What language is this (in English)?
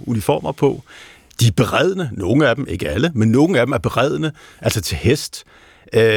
Danish